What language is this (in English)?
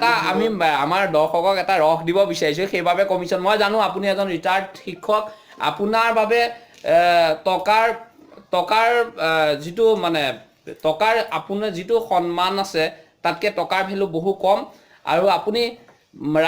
Assamese